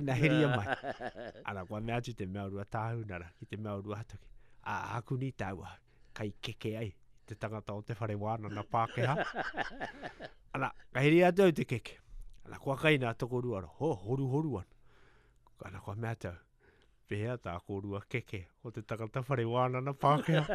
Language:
Latvian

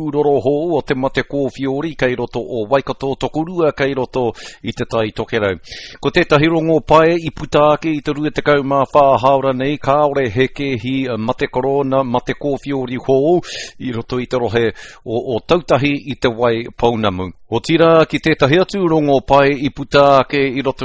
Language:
Māori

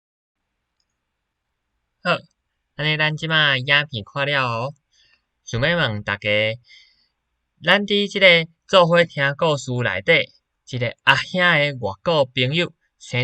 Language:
Min Nan Chinese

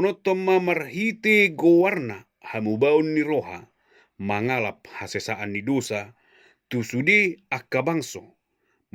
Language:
Batak Toba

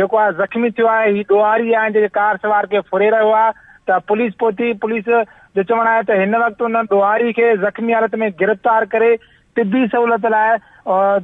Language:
Sindhi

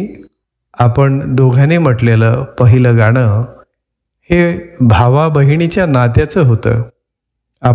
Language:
Marathi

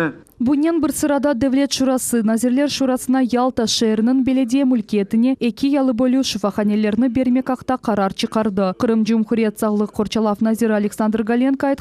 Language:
Crimean Tatar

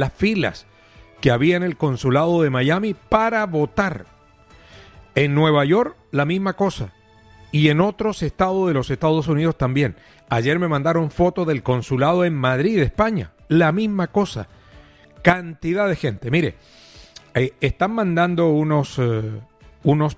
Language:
Spanish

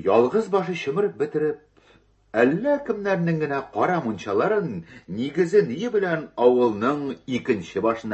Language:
Tatar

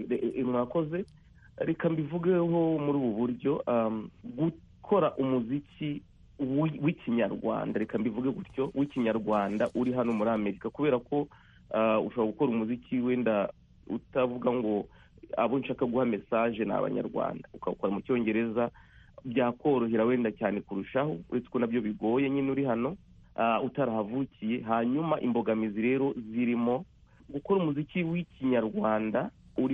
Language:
Kinyarwanda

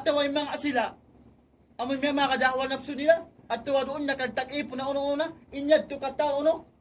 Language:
Tausug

